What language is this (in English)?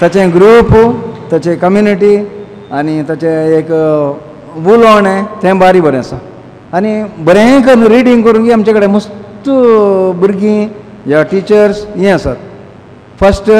Konkani